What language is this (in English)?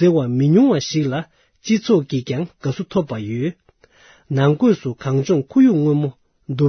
Tibetan